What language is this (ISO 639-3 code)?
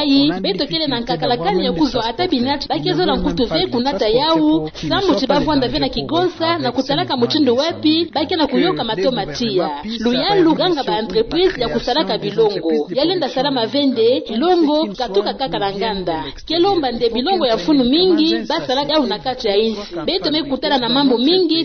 ktu